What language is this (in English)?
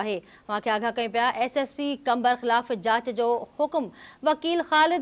Sindhi